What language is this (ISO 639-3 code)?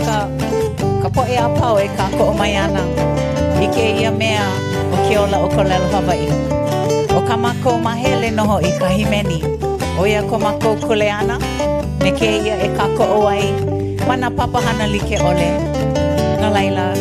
haw